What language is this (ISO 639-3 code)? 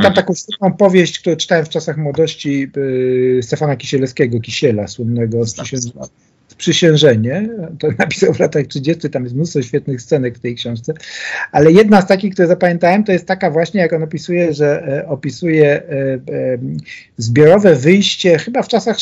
pol